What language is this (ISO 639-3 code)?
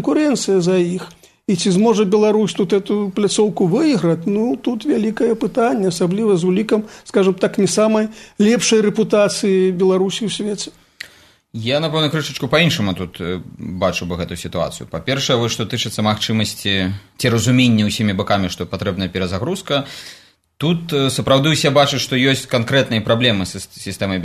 bel